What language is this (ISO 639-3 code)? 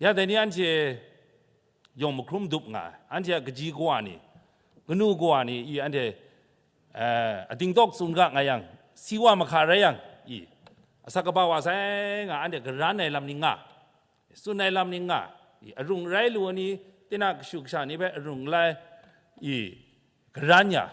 kac